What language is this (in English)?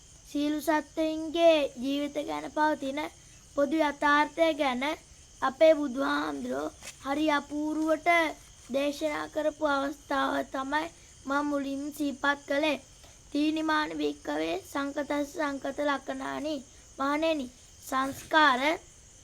Sinhala